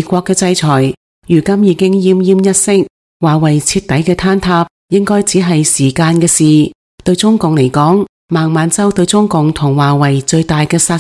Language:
Cantonese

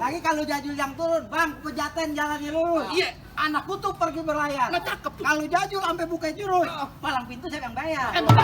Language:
Betawi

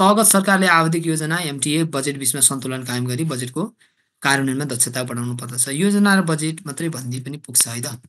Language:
Nepali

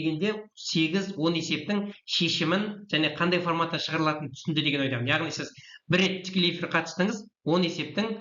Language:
Kazakh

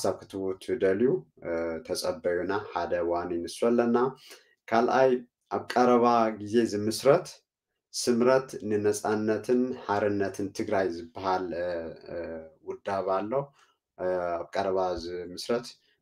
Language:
Tigrinya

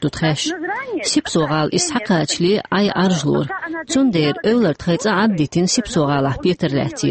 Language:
Chechen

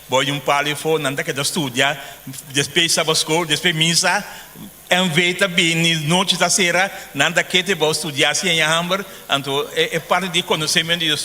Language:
Papiamento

